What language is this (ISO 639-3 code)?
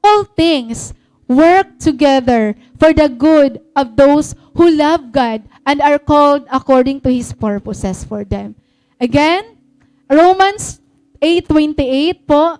war